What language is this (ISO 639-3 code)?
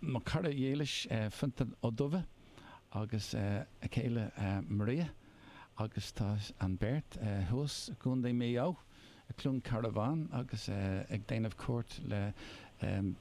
gle